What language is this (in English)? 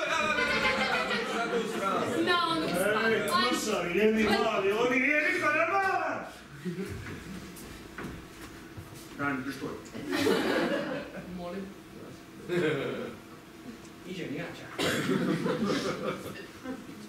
Croatian